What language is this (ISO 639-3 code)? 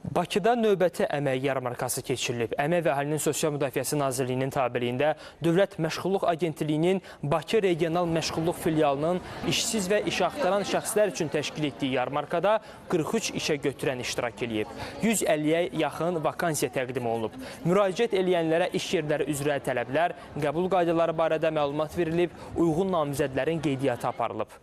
aze